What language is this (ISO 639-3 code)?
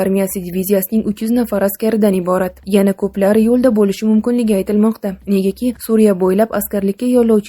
uzb